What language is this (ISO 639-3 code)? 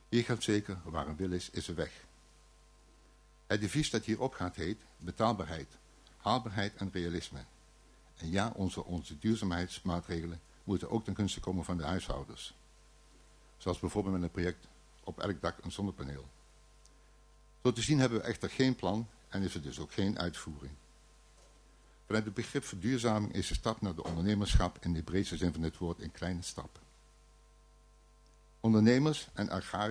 nld